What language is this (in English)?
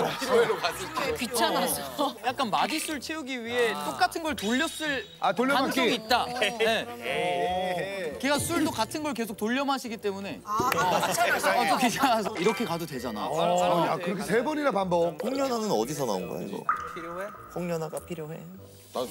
Korean